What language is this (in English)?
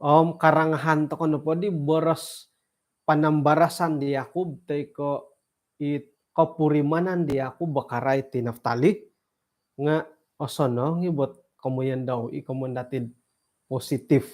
Central Dusun